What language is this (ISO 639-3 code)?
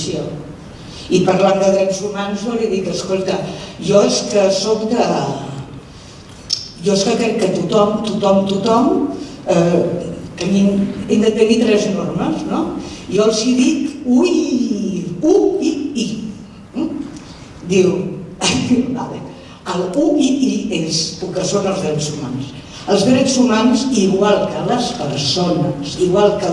cat